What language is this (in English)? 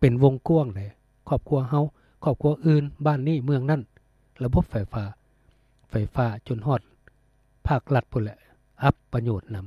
Lao